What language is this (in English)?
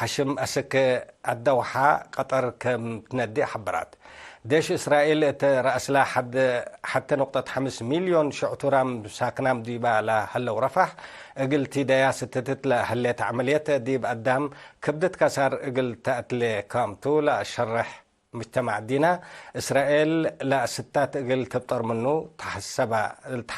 Tigre